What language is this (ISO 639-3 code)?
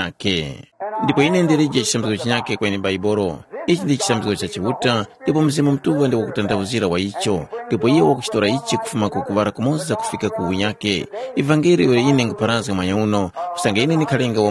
tum